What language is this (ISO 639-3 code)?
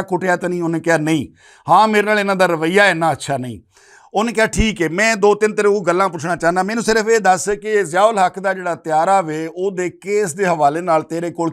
lah